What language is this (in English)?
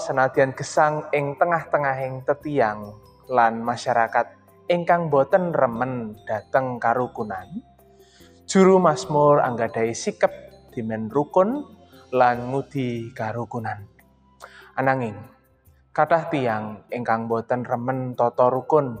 Javanese